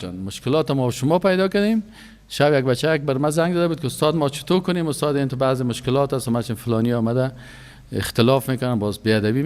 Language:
Persian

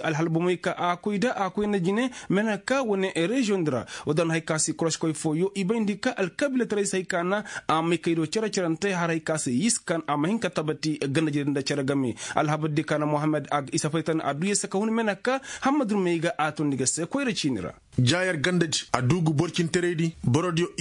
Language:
Koyraboro Senni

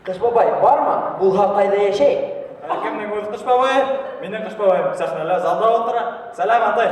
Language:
Bashkir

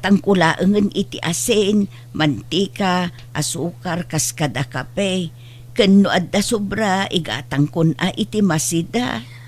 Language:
Iloko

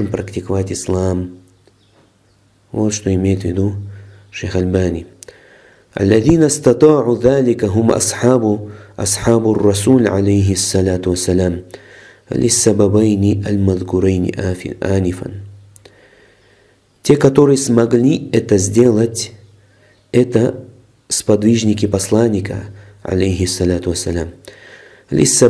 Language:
Russian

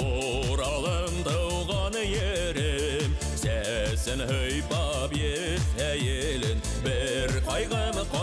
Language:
Bashkir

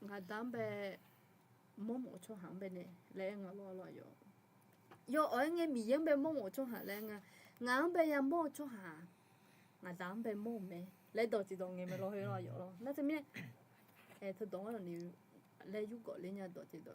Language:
Akha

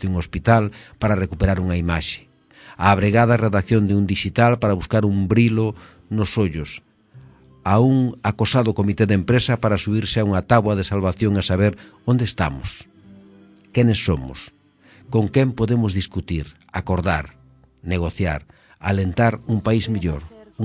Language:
Galician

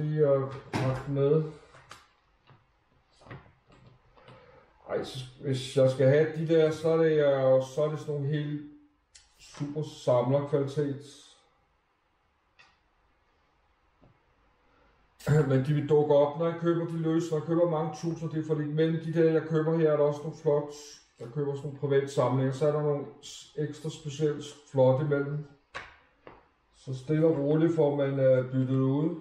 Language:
Danish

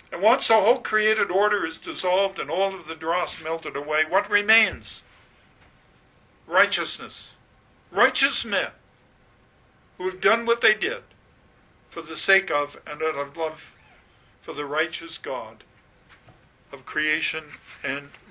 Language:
English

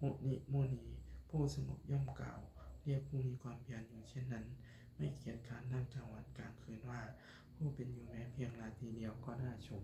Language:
Lao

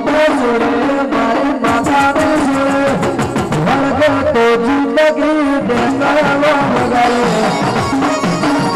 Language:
Gujarati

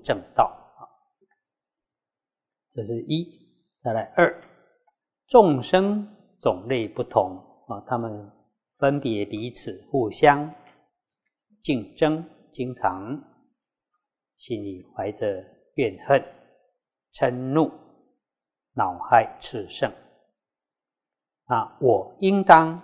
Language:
Chinese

